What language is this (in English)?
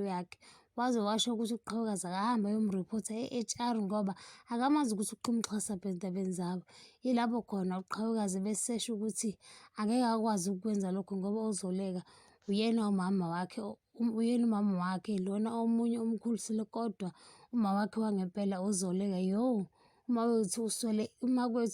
Zulu